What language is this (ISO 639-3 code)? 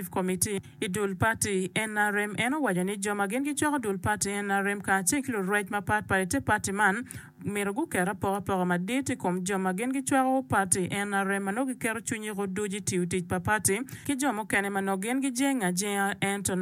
ach